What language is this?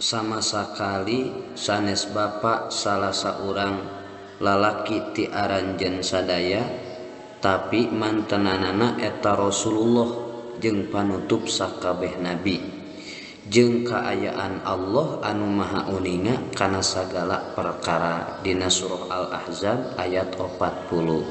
Sundanese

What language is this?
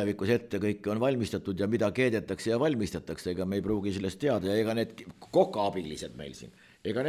Estonian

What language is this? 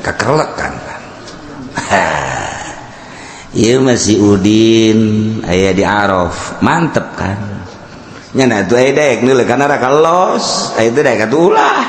Sundanese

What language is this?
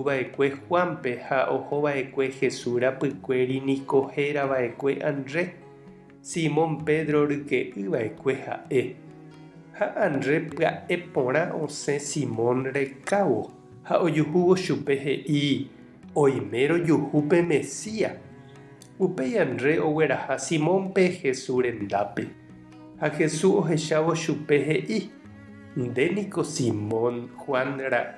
Guarani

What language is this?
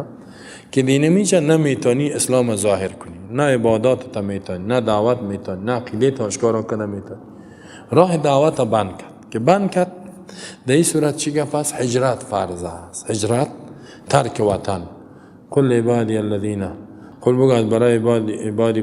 Persian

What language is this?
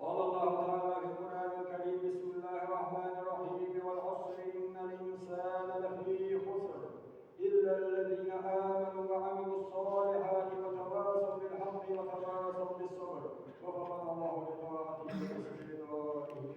Ingush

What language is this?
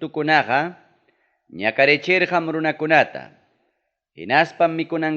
Ayacucho Quechua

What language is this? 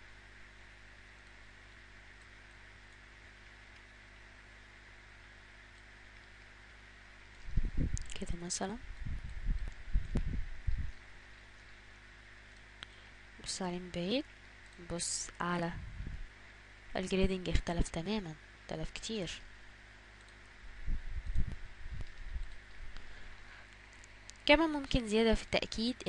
Egyptian Arabic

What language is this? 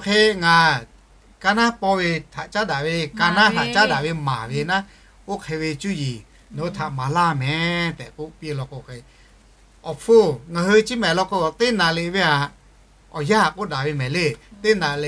Lahu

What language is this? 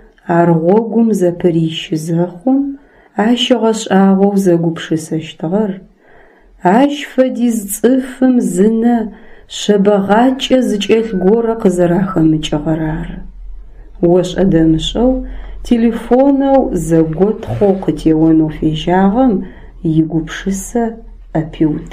Adyghe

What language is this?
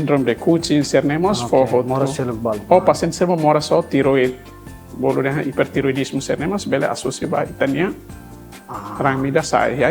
Tetum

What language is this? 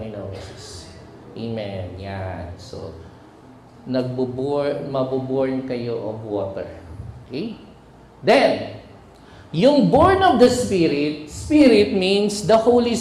Filipino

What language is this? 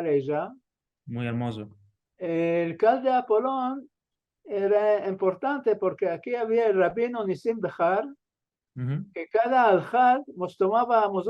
Ladino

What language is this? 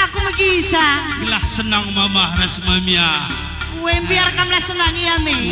Batak Karo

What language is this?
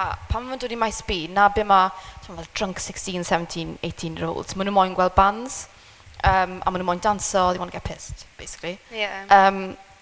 Welsh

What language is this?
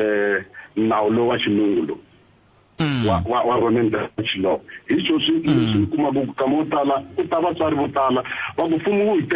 Tsonga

